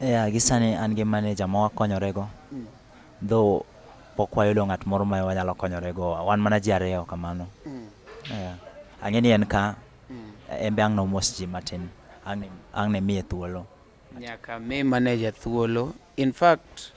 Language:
Luo (Kenya and Tanzania)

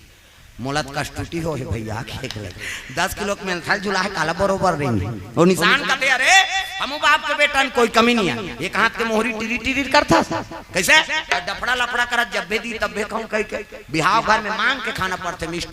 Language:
Chhattisgarhi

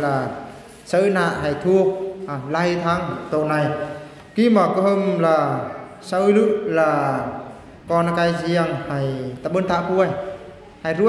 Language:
Eastern Bru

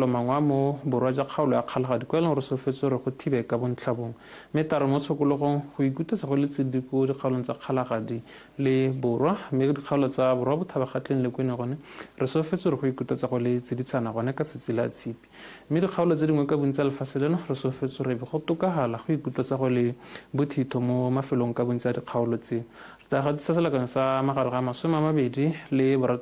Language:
Tswana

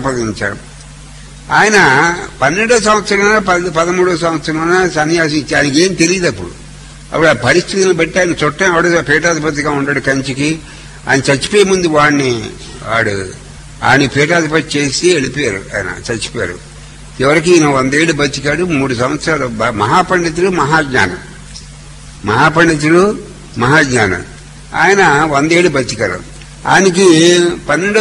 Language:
Telugu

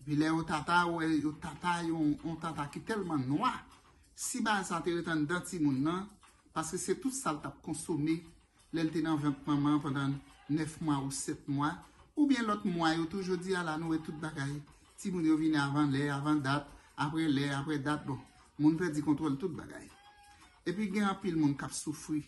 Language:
Haitian Creole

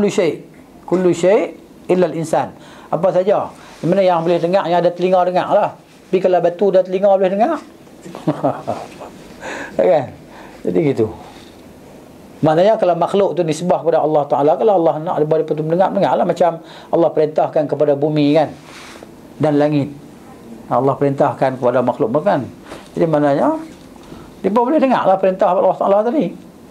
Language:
Malay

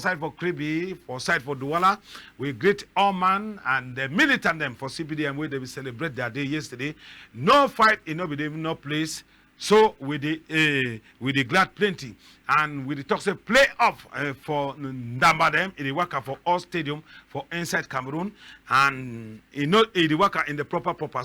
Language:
Cameroon Pidgin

